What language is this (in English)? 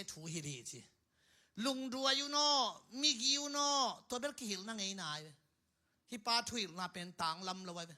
Tedim Chin